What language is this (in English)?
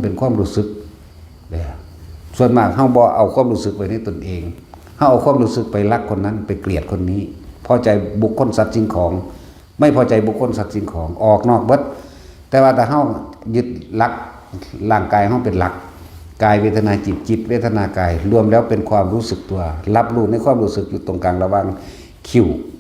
Northeastern Thai